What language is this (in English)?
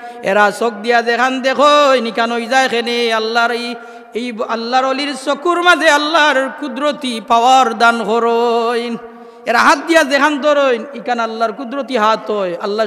Sylheti